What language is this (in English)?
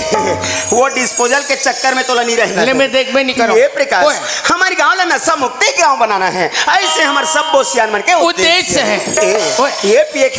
Chhattisgarhi